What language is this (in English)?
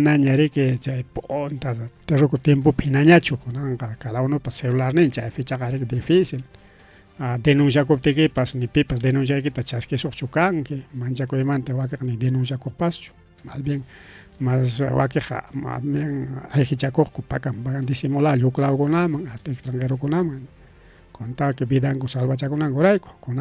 Ayacucho Quechua